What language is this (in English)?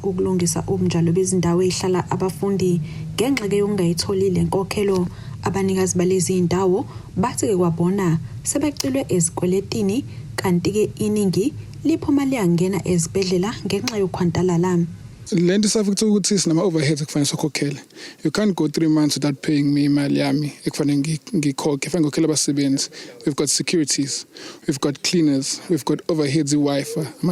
Zulu